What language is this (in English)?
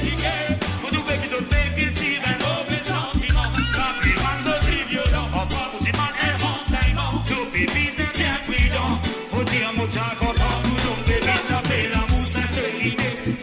Morisyen